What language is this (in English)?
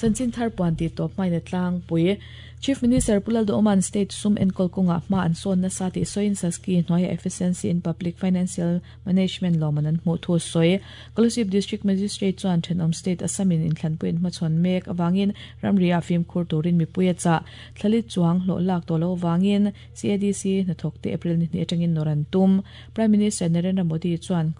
Mizo